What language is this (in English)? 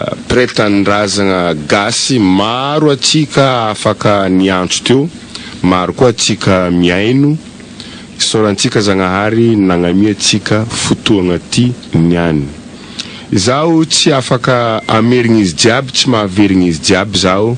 Malagasy